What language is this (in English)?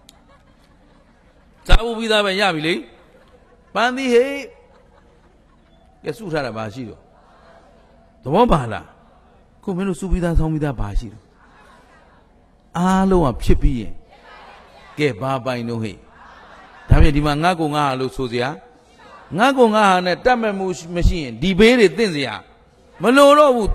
Burmese